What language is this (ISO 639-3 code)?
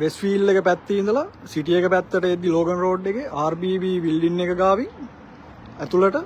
sin